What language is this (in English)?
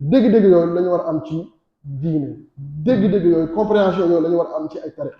Wolof